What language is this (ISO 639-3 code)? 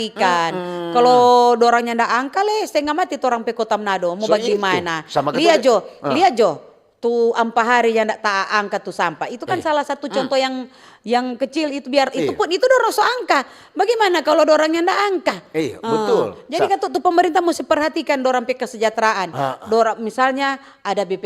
xmm